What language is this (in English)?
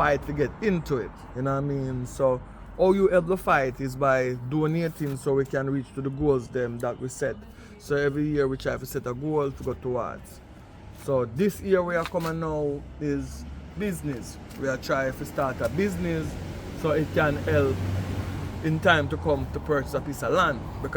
Jamaican Creole English